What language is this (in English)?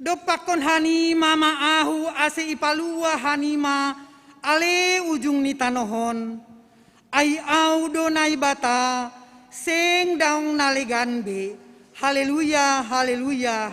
Batak Simalungun